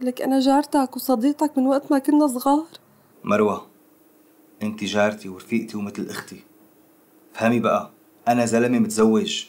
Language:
North Levantine Arabic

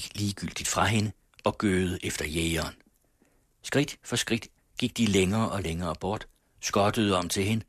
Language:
Danish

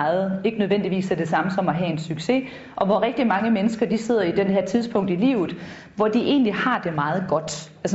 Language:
Danish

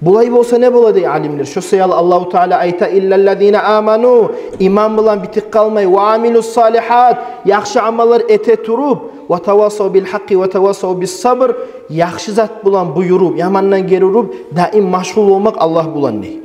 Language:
Kumyk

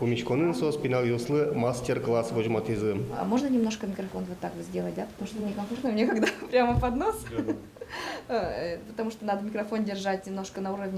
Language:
Udmurt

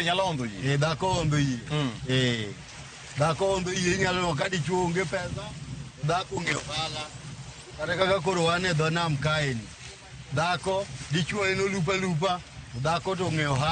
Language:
Luo (Kenya and Tanzania)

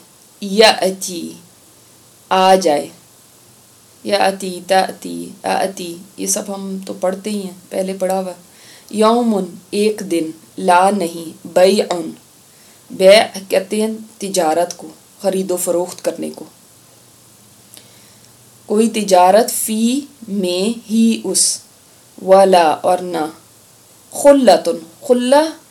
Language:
Urdu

